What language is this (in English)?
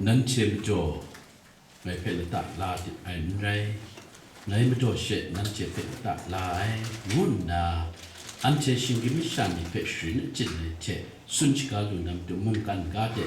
Kachin